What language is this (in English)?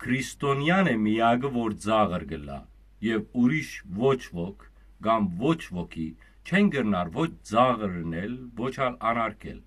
Western Armenian